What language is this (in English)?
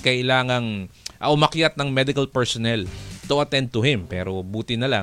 Filipino